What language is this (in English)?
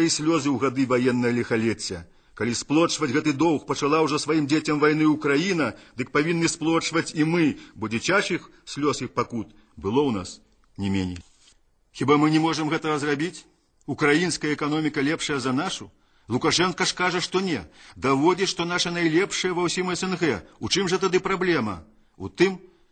Belarusian